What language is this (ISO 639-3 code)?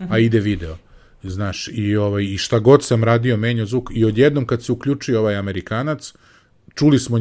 srp